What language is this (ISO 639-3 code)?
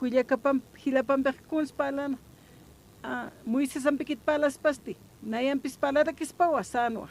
aym